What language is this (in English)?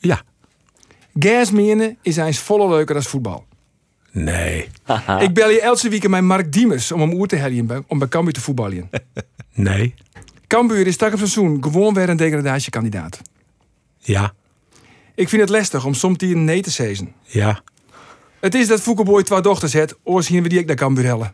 Western Frisian